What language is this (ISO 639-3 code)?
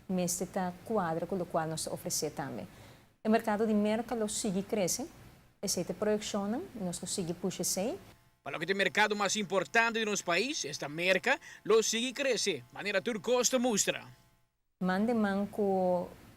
pap